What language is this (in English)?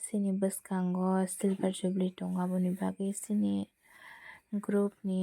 Kok Borok